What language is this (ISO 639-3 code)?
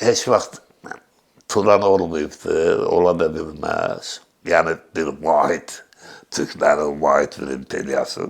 aze